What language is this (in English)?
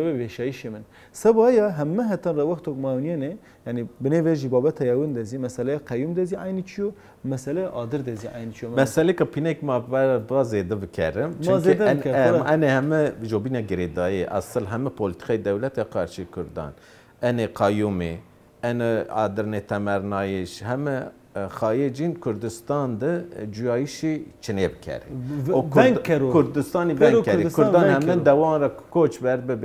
Zaza